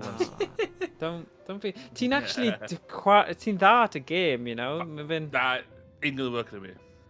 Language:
Welsh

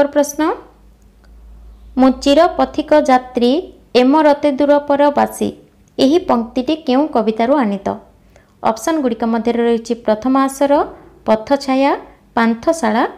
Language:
Odia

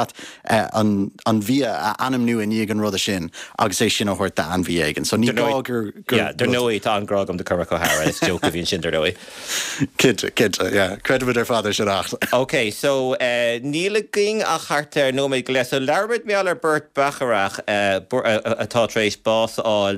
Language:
Irish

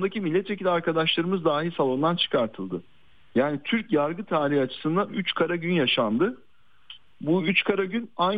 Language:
Turkish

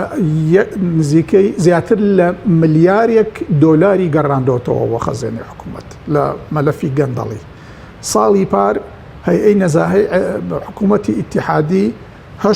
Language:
Central Kurdish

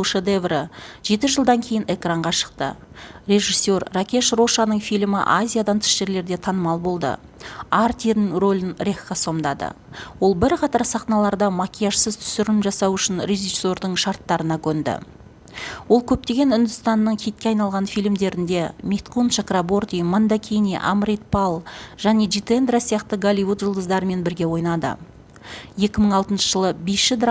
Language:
Kazakh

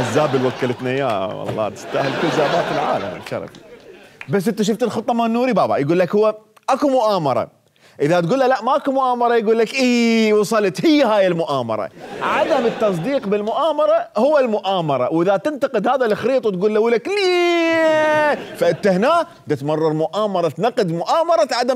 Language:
Mesopotamian Arabic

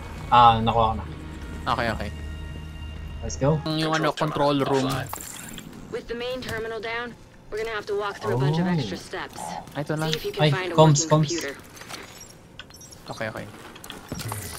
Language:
Filipino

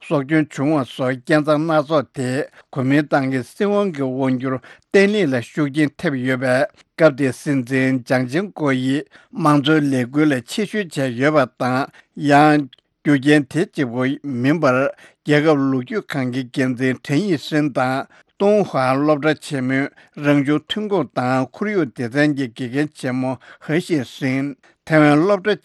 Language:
Tibetan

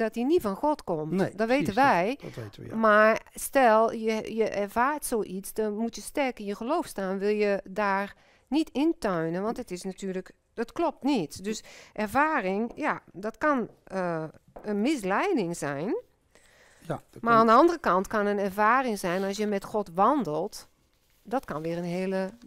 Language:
Dutch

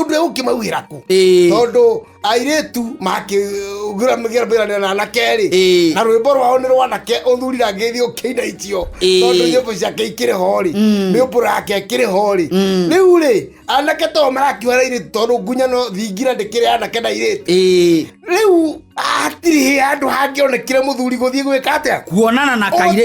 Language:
Kikuyu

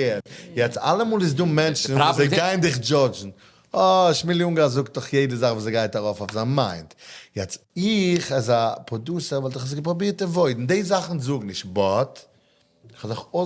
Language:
Yiddish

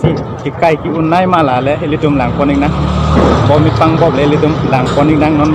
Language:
Karbi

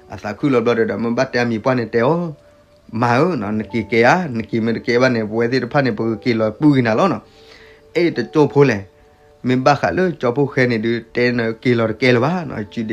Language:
S'gaw Karen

